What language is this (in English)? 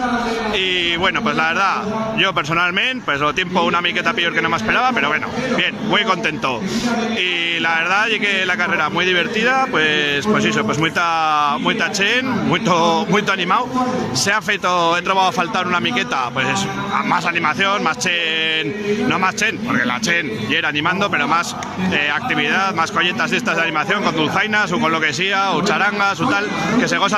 Aragonese